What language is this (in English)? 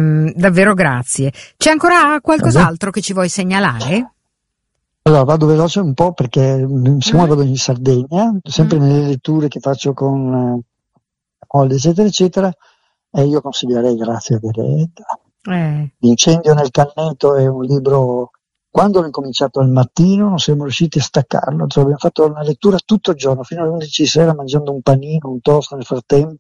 Italian